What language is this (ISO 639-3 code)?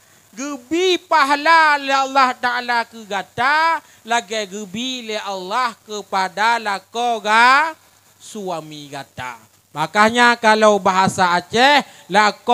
ace